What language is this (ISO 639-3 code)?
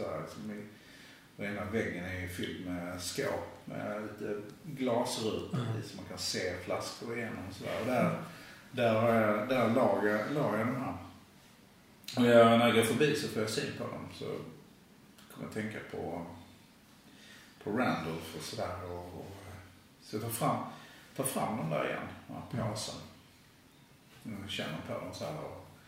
swe